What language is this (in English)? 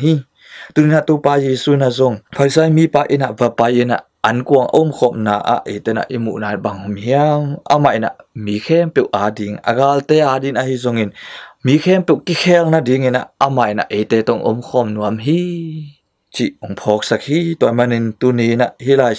Tedim Chin